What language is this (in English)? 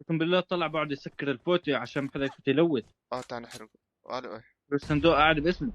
North Levantine Arabic